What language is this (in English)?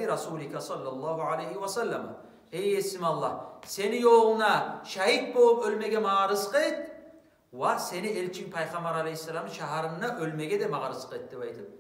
Kumyk